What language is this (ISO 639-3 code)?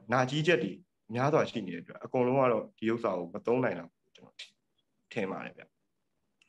mya